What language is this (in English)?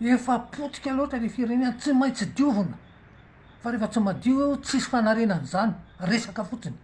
Malagasy